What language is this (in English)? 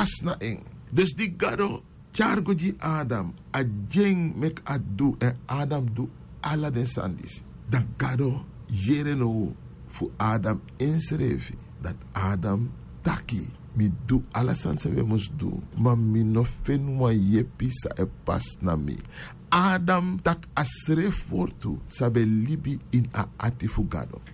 Sranan Tongo